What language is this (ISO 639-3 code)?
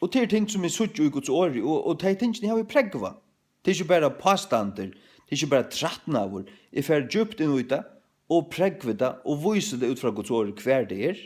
fao